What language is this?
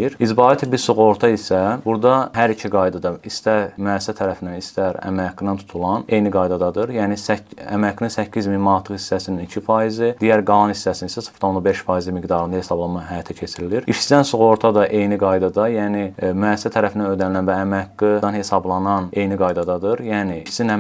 Azerbaijani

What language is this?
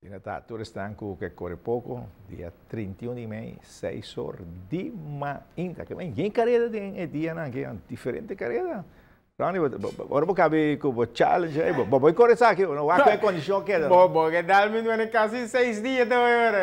Papiamento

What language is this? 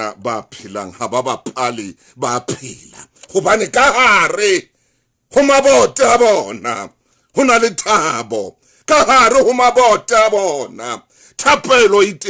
Southern Sotho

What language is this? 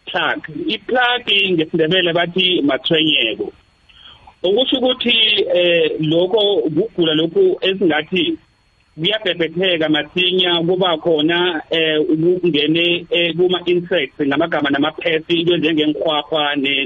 South Ndebele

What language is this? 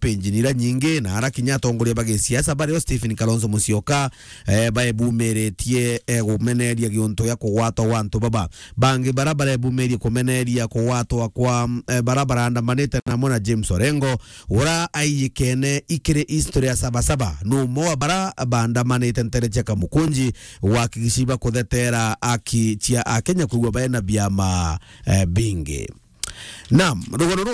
Meru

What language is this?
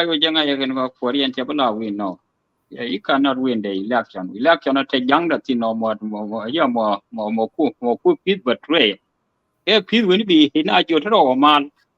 Nuer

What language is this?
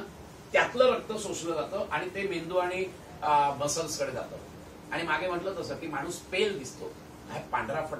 Marathi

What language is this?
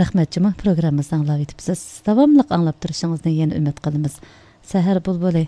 Uyghur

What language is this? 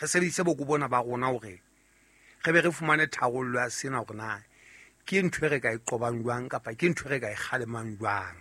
Southern Sotho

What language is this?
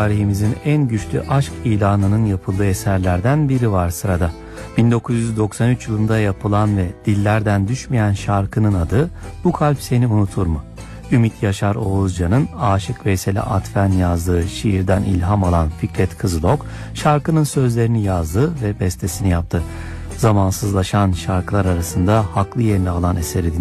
Turkish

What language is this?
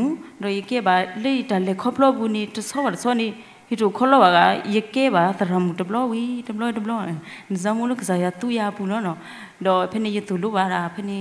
S'gaw Karen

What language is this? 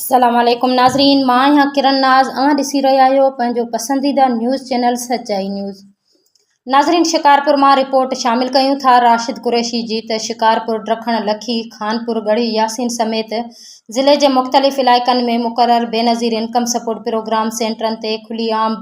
Sindhi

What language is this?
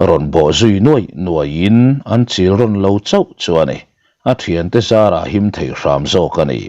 Mizo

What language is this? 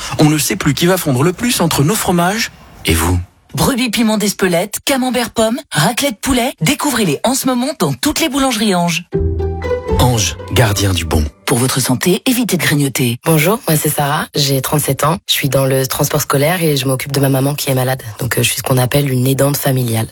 French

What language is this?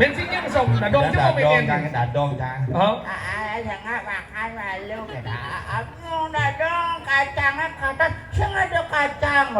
Balinese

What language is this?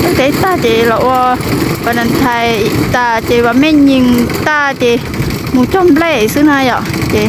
Hmong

